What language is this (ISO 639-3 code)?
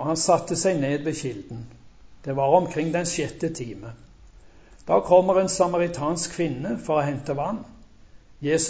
nor